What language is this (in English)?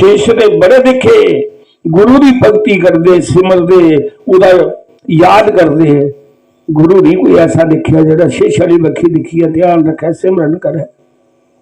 Dogri